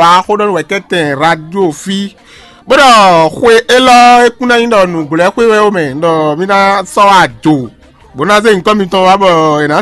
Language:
Fon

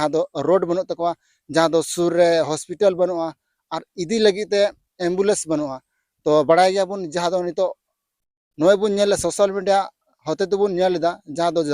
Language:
Santali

